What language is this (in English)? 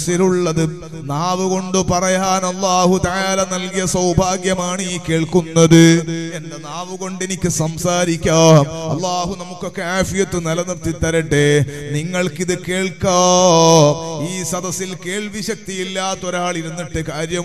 Malayalam